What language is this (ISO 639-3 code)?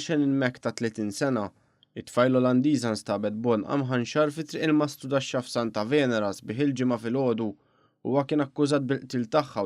mlt